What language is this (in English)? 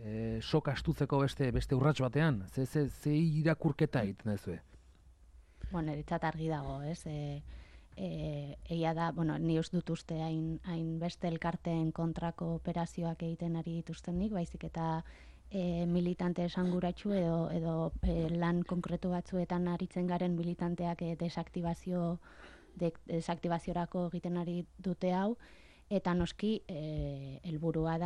Basque